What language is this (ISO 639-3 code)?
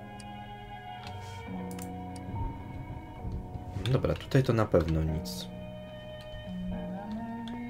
pol